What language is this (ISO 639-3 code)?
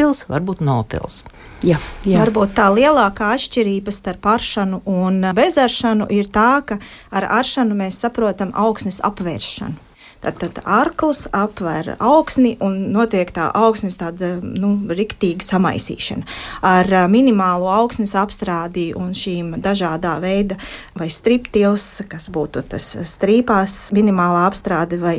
lav